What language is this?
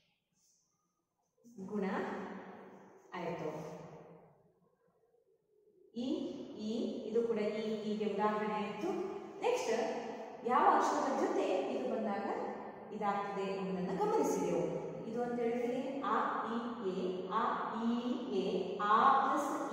Kannada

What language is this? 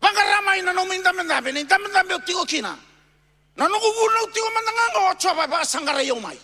Fijian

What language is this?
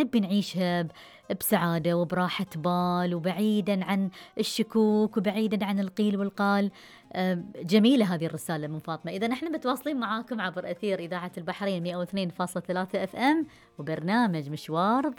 Gulf Arabic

